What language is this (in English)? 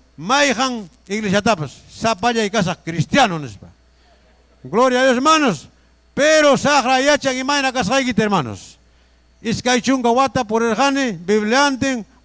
Ayacucho Quechua